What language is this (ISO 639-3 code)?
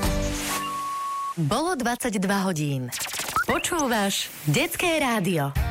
slk